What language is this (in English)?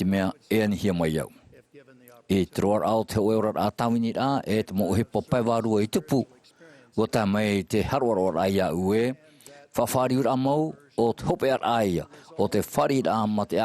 Tahitian